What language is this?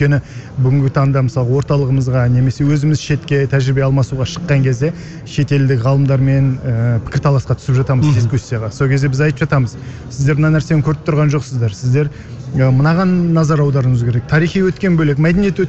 Kazakh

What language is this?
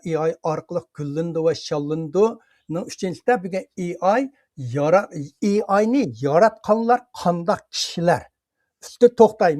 Uyghur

